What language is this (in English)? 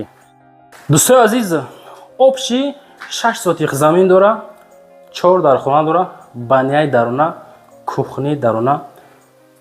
Tajik